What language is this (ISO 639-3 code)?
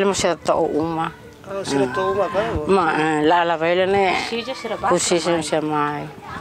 tet